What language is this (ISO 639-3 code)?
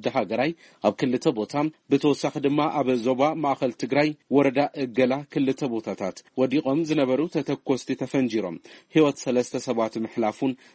tir